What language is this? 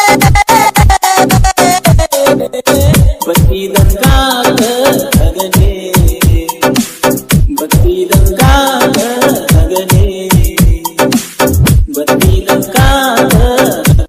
Kannada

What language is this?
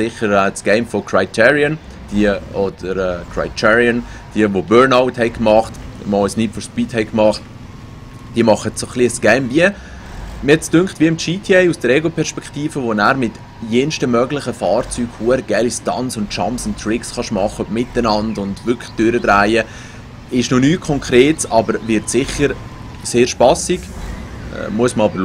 Swiss German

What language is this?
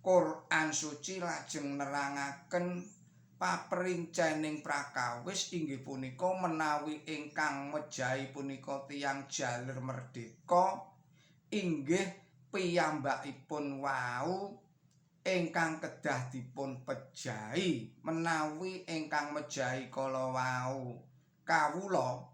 Javanese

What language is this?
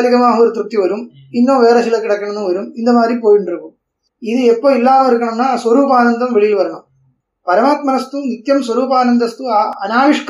Tamil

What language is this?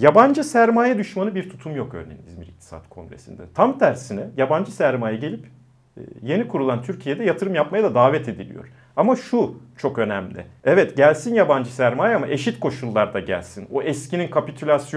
Turkish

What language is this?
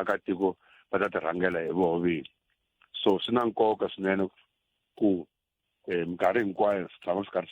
Tsonga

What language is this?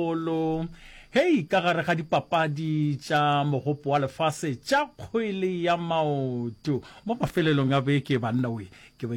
Northern Sotho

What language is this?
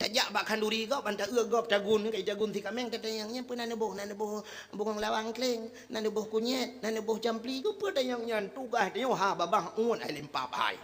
Achinese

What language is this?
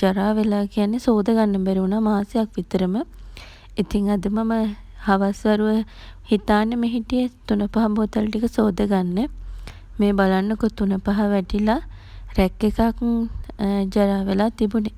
Sinhala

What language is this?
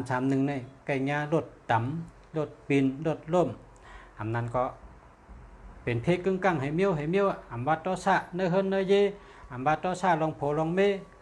Shan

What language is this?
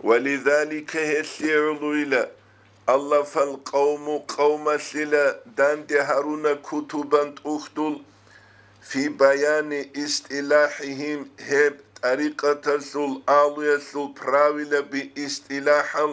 Avaric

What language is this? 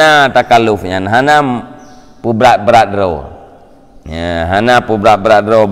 Achinese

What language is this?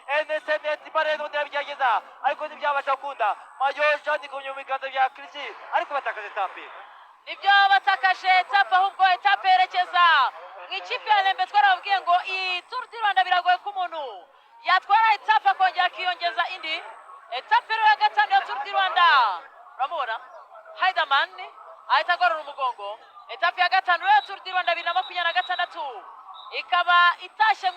Kinyarwanda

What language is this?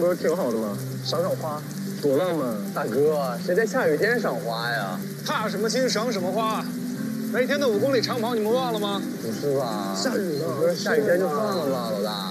Chinese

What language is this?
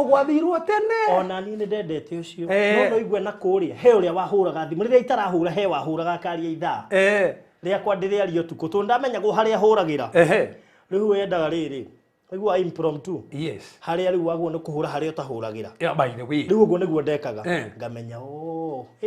Kikuyu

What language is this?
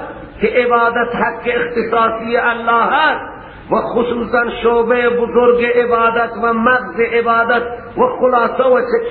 Persian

